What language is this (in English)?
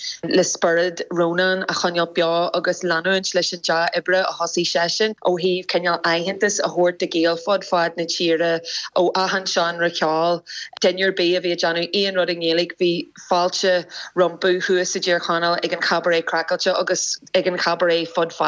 Irish